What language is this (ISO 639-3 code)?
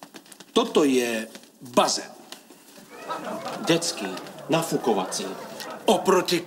slk